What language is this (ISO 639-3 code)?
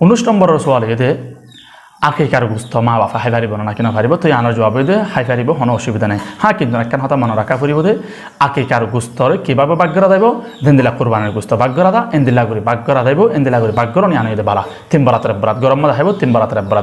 rhg